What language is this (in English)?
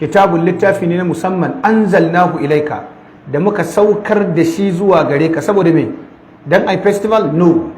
Hausa